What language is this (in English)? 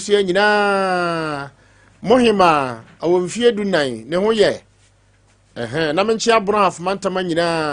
Akan